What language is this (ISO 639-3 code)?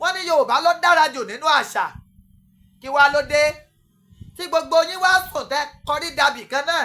yor